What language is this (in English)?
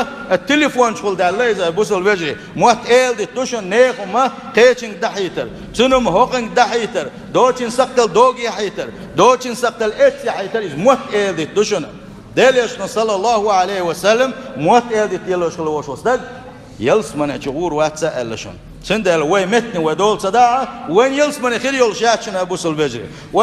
Chechen